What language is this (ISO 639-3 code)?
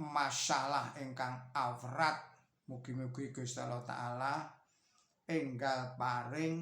jav